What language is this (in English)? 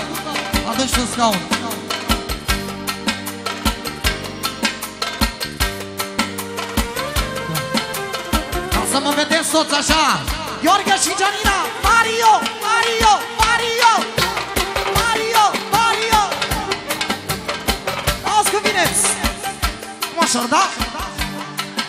Romanian